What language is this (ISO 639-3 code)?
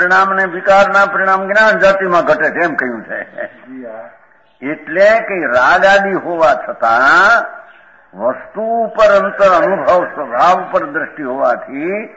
guj